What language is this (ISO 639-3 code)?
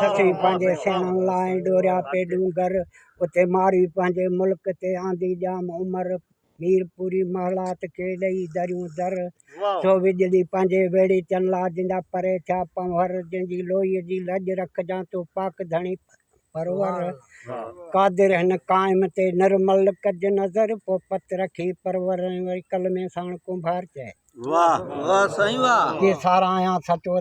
snd